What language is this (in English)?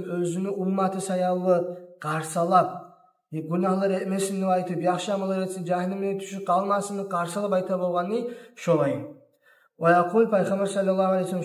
Kumyk